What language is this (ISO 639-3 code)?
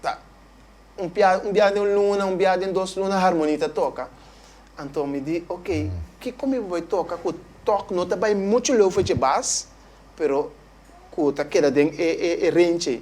pap